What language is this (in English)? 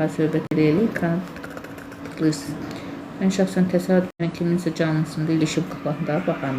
Azerbaijani